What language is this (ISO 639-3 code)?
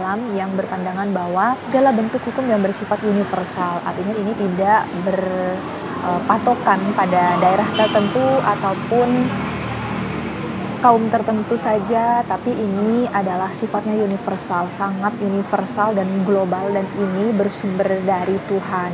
ind